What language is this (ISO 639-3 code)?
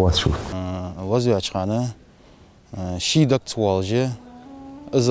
inh